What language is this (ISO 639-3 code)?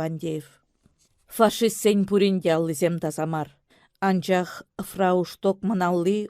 chv